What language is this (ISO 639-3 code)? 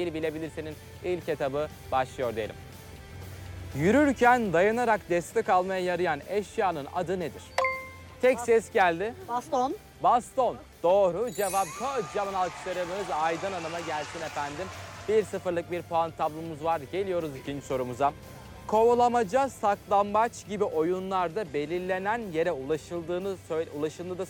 tur